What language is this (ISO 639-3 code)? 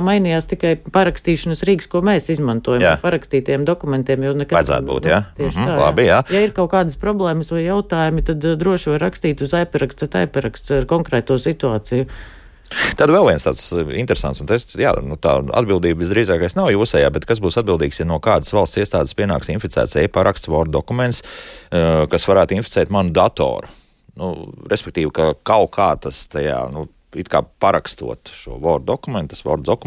lav